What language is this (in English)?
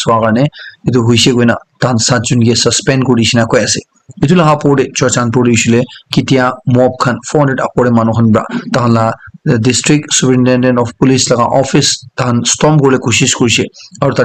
Naga Pidgin